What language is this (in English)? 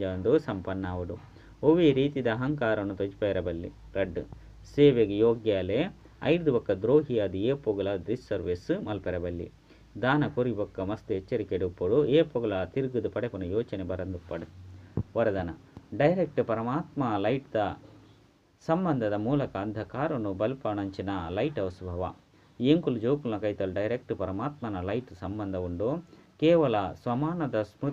Tulu